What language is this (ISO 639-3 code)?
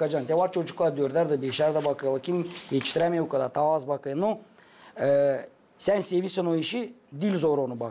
gag